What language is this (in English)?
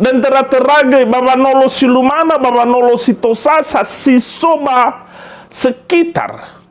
Nias